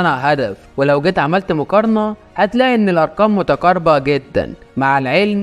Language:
Egyptian Arabic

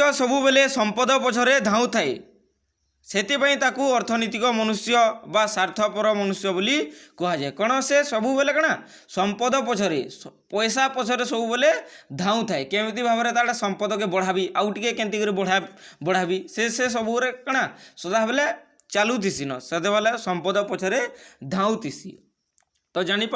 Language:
Odia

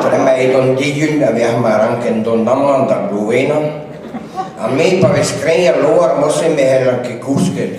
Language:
Breton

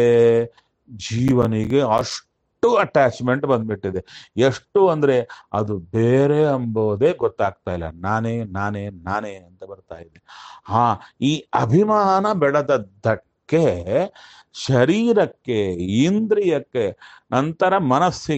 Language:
Kannada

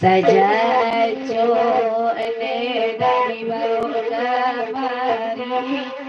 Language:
Minangkabau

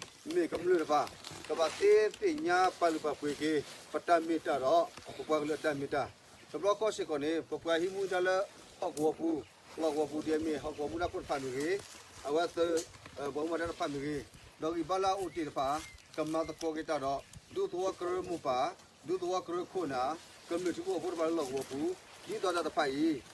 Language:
S'gaw Karen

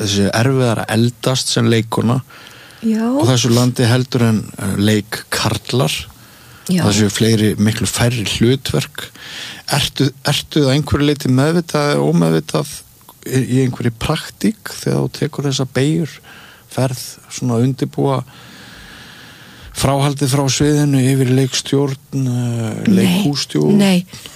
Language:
Icelandic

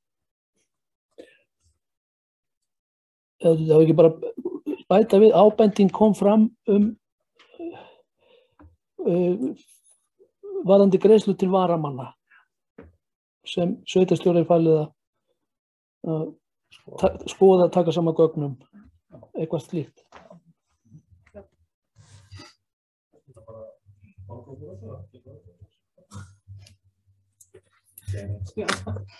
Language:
Icelandic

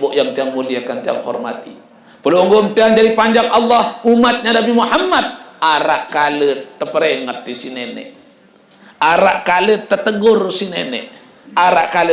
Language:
Sasak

